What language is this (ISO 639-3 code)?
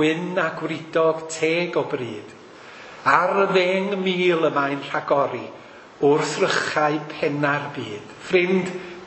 cym